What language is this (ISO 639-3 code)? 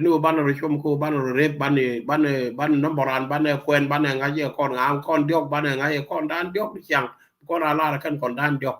nus